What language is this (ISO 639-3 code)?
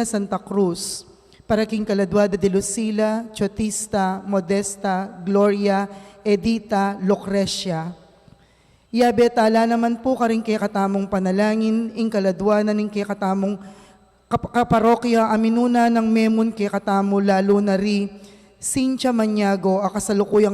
pam